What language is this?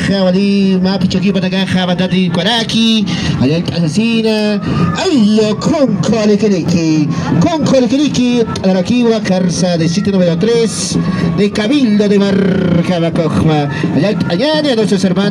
Aymara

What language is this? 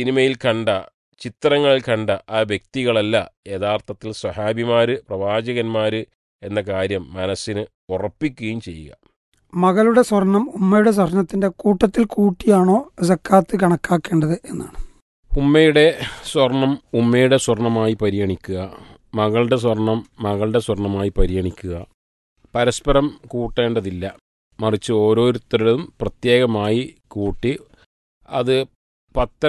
Malayalam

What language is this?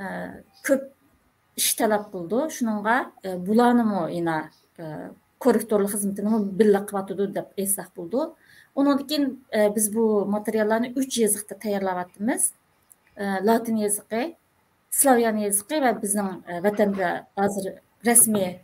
Uyghur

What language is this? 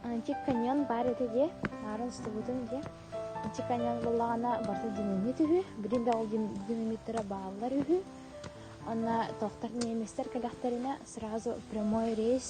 Yakut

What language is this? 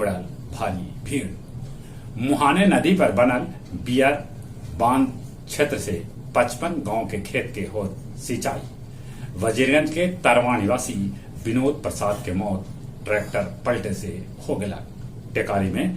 Magahi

